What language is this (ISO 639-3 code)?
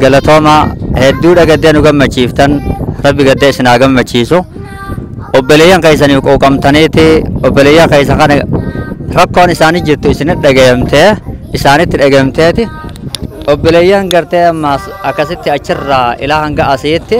orm